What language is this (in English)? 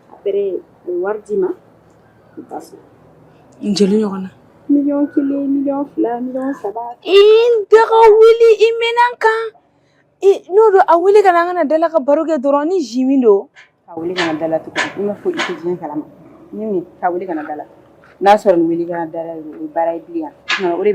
Bambara